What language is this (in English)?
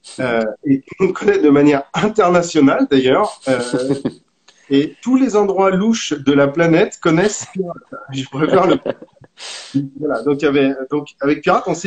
French